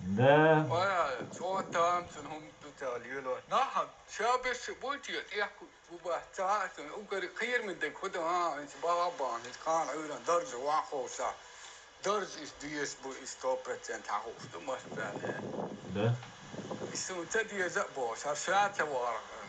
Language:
Chechen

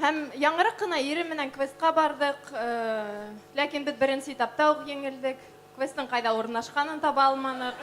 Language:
Bashkir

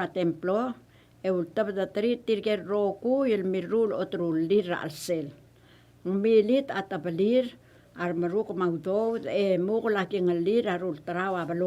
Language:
Palauan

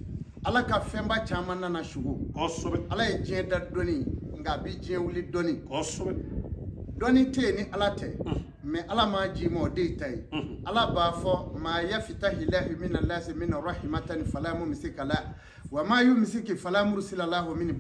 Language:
Bambara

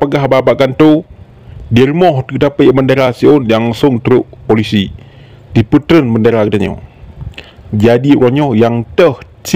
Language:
Achinese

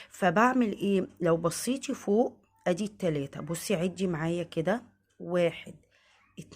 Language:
Egyptian Arabic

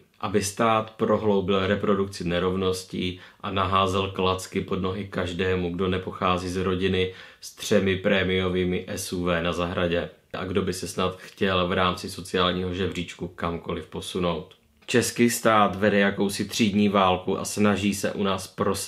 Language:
Czech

